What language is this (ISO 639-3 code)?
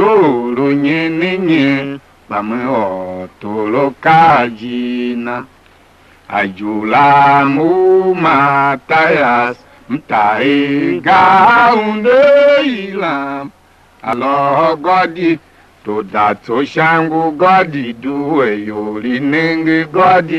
tiv